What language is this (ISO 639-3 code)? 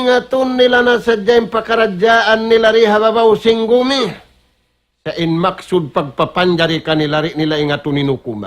tsg